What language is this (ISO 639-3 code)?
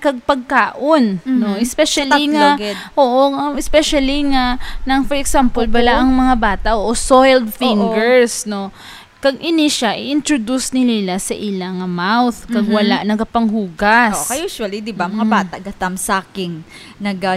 hil